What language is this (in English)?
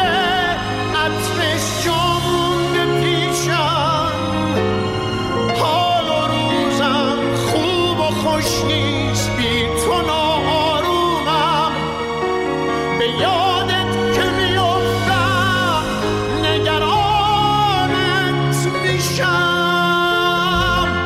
Persian